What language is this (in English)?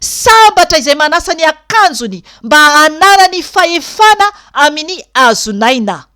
Malagasy